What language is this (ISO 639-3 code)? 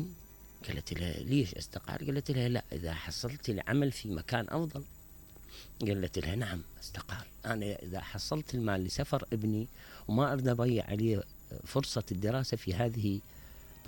acm